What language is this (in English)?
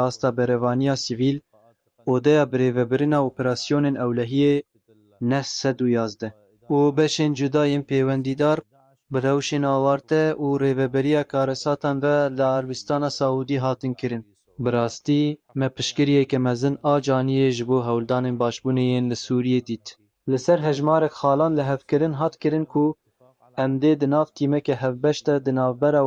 Kurdish